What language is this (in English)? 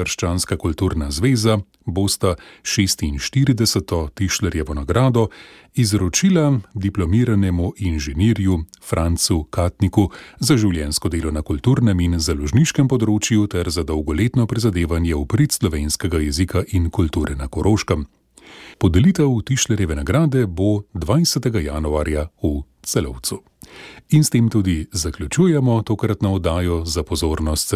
Slovenian